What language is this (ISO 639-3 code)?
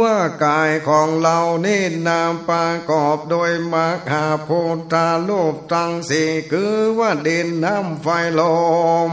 nod